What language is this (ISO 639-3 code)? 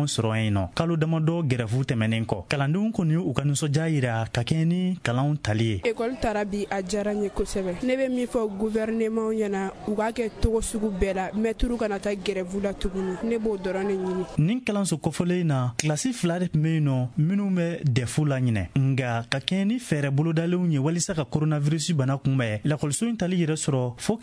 bam